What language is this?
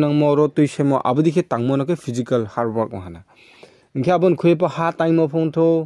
Riang (India)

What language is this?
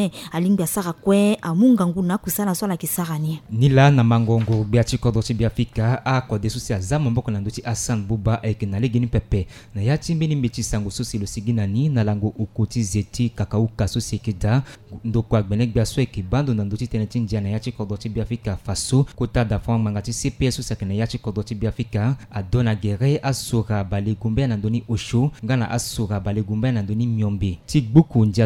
Sango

